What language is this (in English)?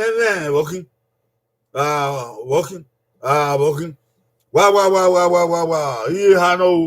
Bini